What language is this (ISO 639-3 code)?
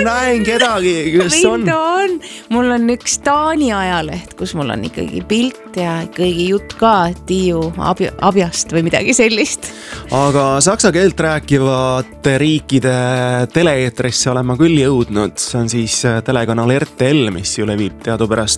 est